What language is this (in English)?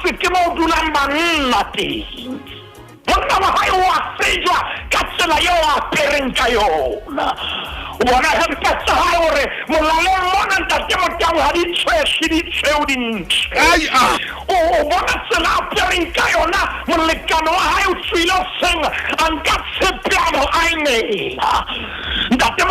Southern Sotho